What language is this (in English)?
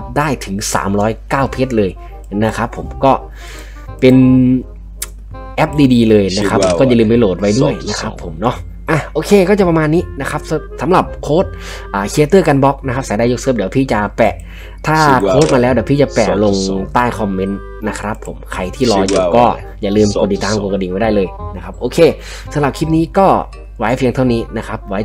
Thai